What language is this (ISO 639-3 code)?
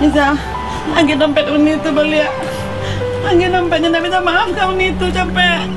min